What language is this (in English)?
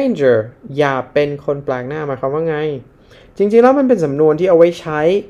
Thai